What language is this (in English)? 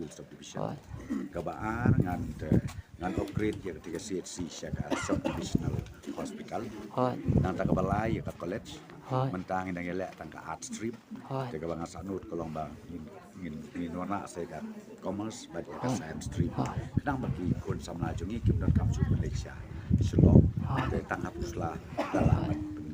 Khasi